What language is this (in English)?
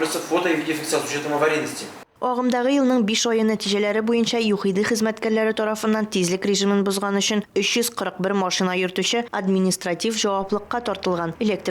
Tatar